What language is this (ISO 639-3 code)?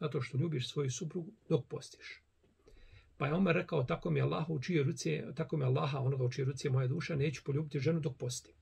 bos